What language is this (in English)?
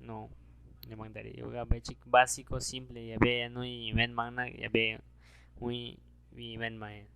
Aguaruna